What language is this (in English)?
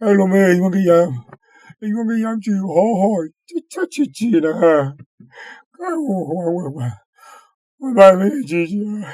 Tiv